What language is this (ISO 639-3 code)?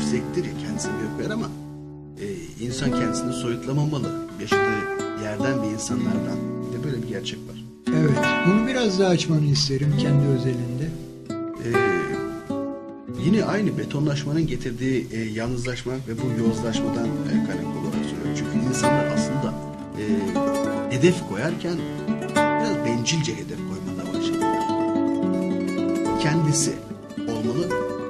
tur